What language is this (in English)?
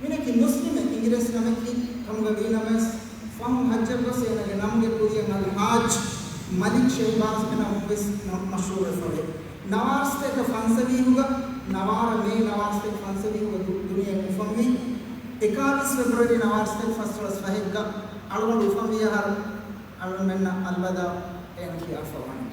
Divehi